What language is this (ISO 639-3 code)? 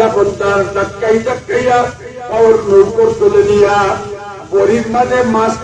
syl